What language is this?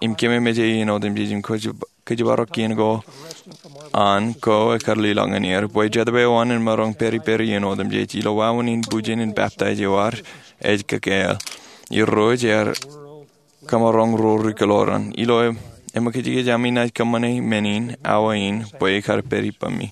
Marshallese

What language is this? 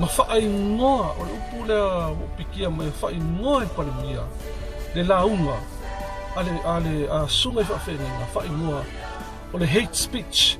Samoan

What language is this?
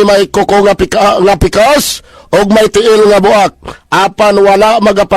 Cebuano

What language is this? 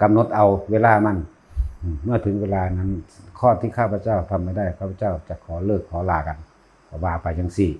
Northeastern Thai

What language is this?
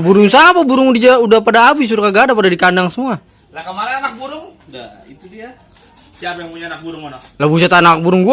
Betawi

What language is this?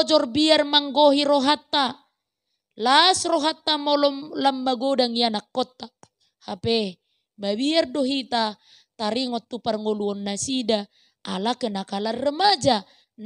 Batak Toba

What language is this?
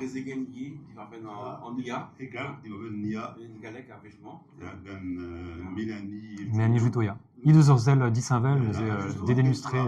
Breton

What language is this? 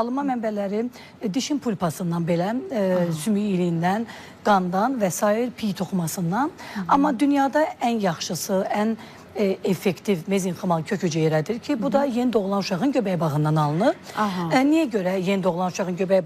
Azerbaijani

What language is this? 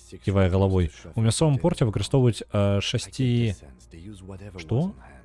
Belarusian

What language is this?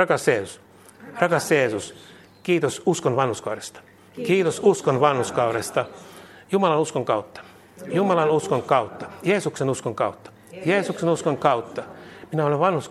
Finnish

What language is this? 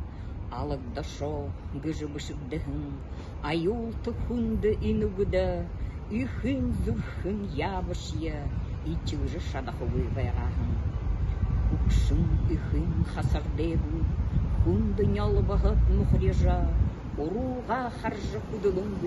Buriat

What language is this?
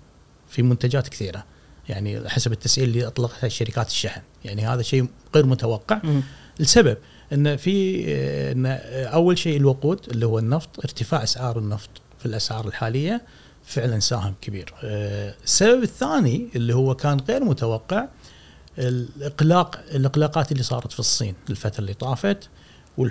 Gulf Arabic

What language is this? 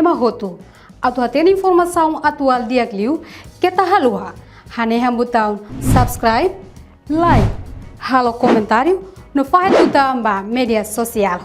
Tetum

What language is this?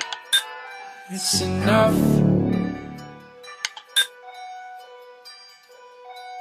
Basque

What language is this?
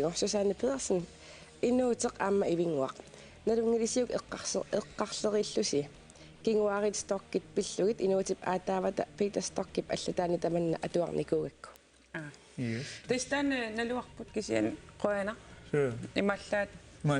Kalaallisut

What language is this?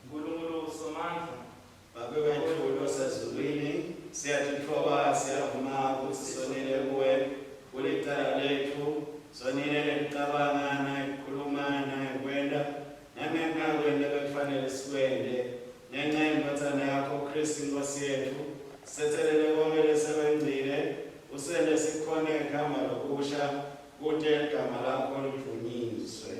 Swati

